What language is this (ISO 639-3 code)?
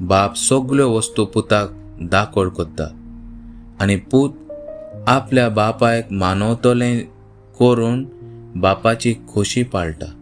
kok